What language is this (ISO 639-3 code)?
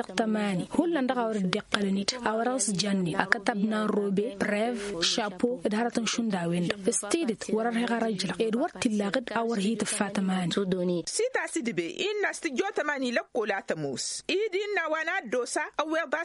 taq